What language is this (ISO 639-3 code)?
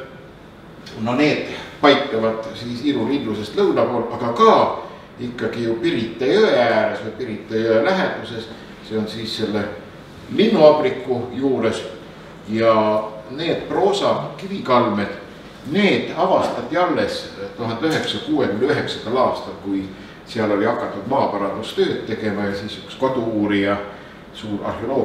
est